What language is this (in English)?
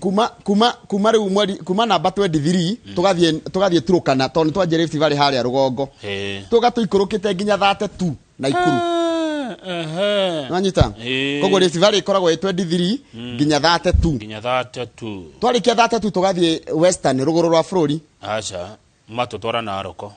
Kikuyu